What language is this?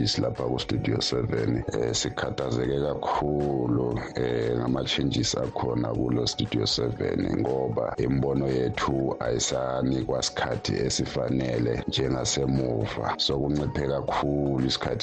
North Ndebele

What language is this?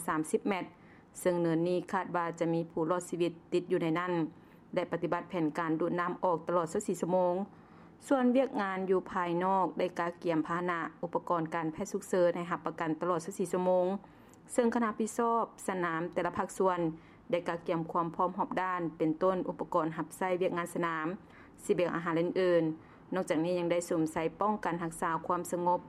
Lao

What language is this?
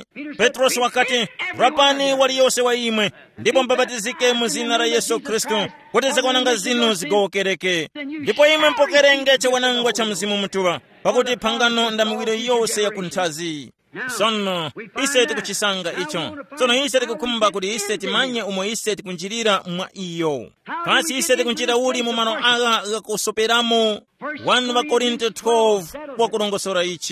Tumbuka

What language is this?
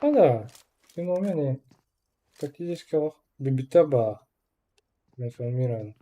Yakut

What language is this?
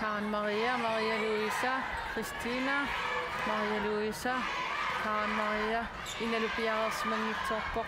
Kalaallisut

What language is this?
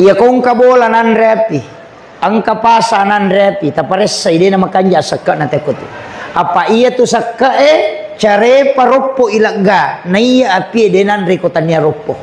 Buginese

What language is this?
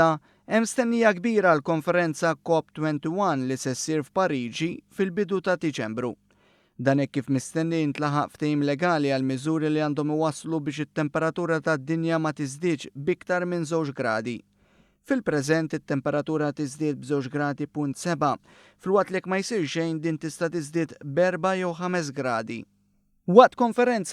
Maltese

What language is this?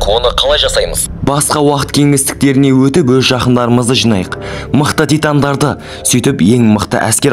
Kazakh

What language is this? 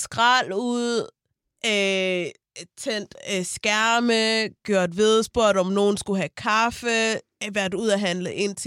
Danish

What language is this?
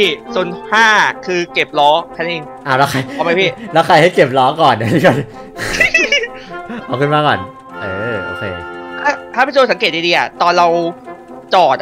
Thai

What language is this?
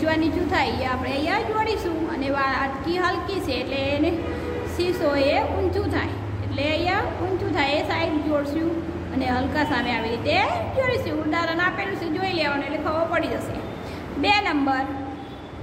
Gujarati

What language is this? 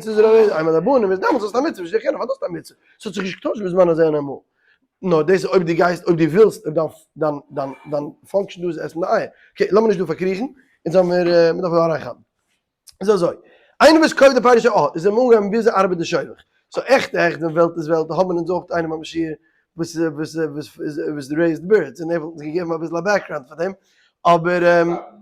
Yiddish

